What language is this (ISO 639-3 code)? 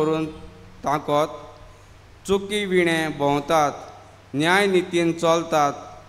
kok